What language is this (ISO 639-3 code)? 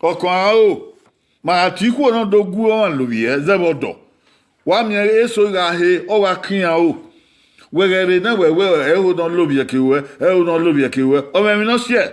bin